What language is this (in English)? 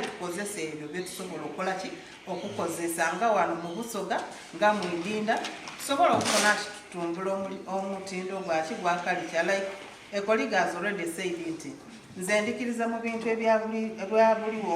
Soga